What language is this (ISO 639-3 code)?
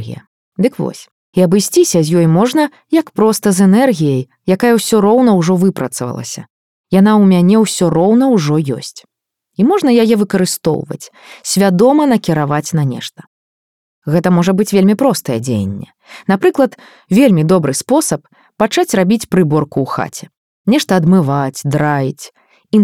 bel